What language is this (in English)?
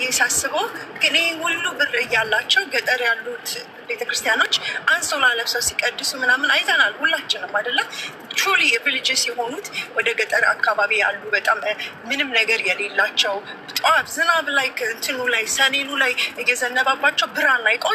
Amharic